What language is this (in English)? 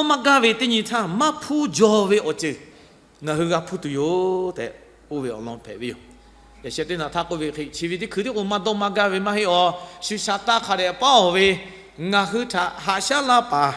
Lahu